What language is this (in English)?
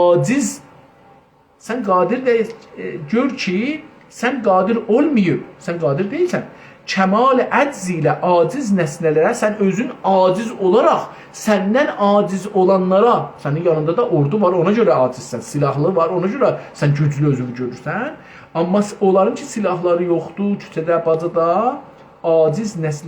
South Azerbaijani